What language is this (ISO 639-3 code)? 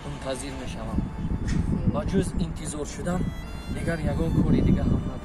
tgk